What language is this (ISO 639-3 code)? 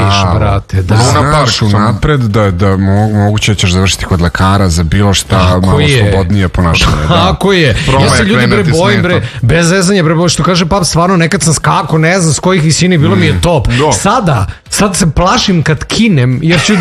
srp